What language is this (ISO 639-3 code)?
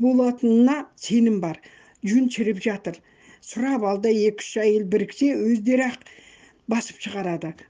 kaz